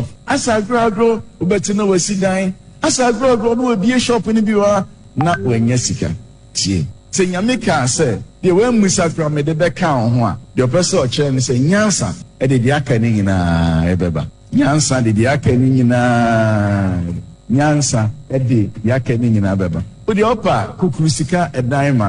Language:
Akan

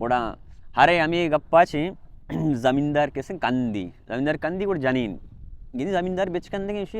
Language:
Baluchi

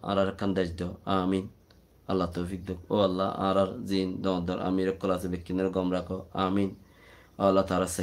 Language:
Rohingya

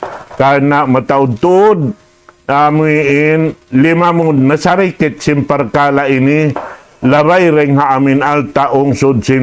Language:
Tausug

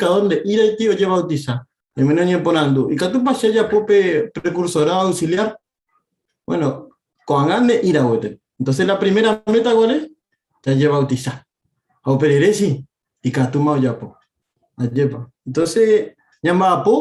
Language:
Guarani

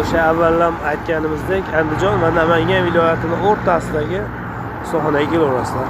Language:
Uzbek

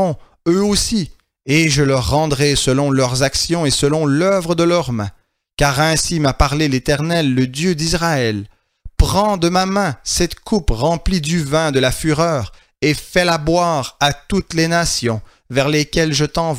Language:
French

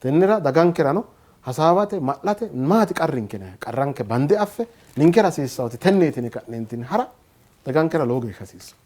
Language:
Sidamo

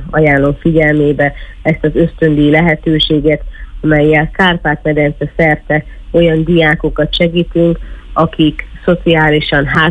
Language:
Hungarian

